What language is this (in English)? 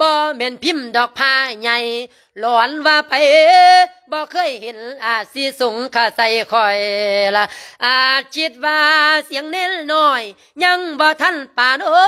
Lao